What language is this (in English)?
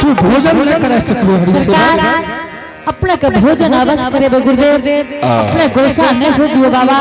Angika